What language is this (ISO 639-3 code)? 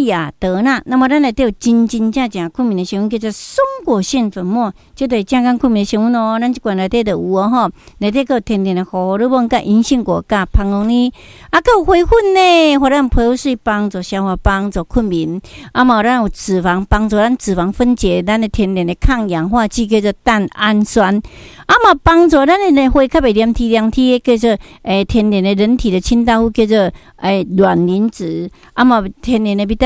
nan